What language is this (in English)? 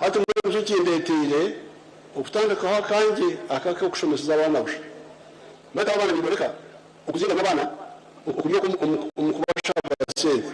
Nyankole